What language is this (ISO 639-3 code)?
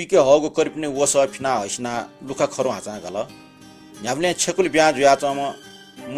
new